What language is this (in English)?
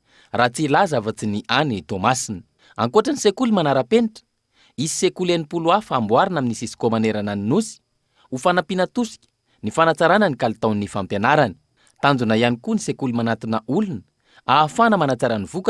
Malagasy